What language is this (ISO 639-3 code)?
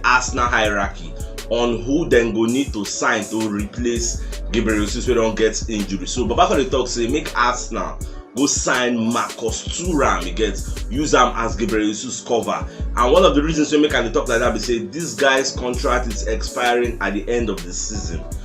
pcm